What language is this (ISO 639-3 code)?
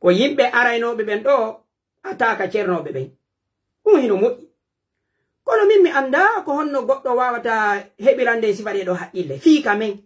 fuf